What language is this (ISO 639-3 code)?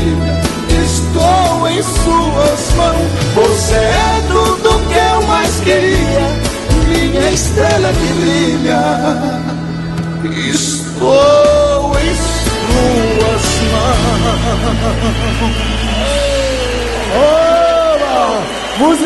por